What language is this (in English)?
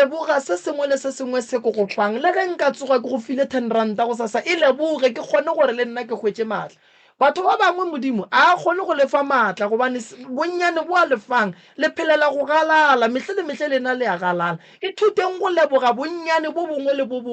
Northern Sotho